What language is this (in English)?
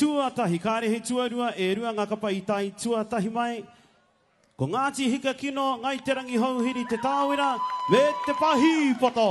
Māori